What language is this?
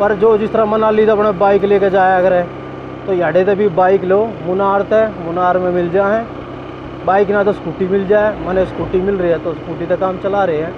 Haryanvi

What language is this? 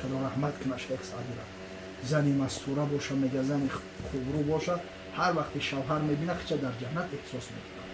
Tajik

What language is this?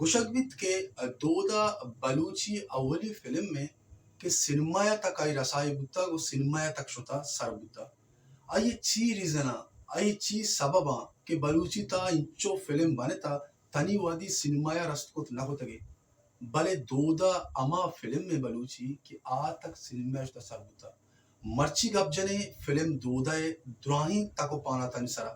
Baluchi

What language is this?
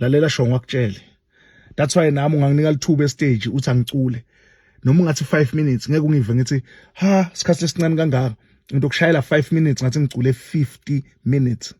Zulu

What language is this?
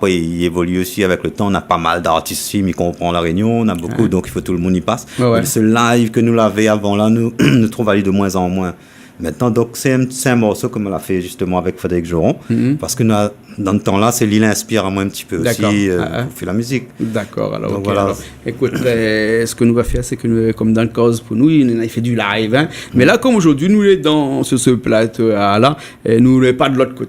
Réunion Creole French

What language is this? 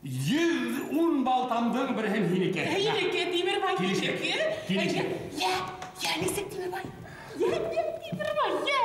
Bashkir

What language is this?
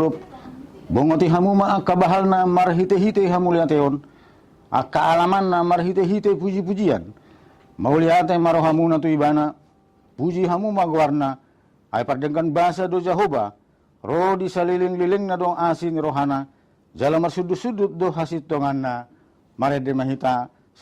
Batak Toba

